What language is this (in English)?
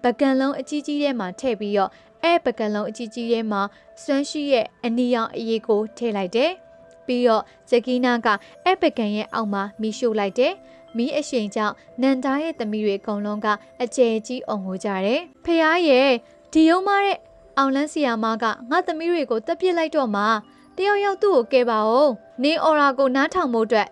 Burmese